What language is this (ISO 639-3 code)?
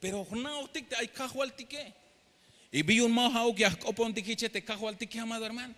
tzh